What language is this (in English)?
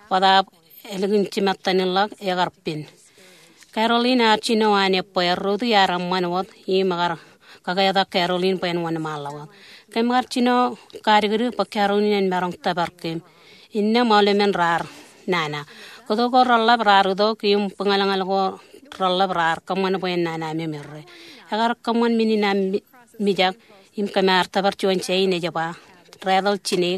Marshallese